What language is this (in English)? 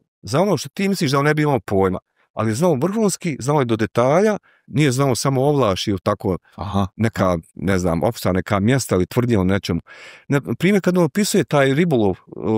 Bosnian